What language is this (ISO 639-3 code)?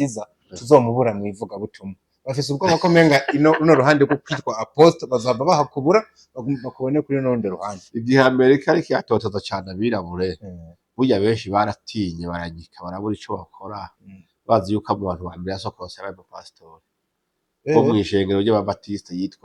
run